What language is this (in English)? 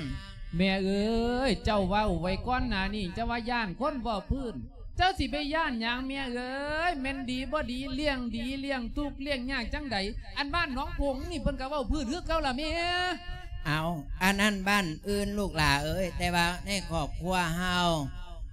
Lao